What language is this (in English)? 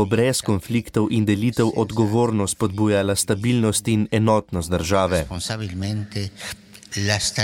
Slovenian